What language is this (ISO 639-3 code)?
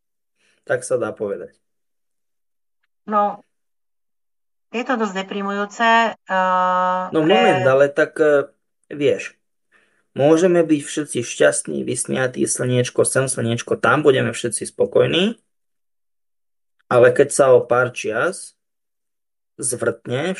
slk